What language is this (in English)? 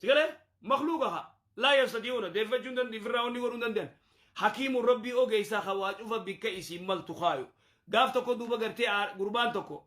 Oromo